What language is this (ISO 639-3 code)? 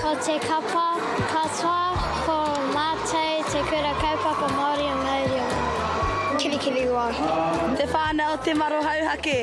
mri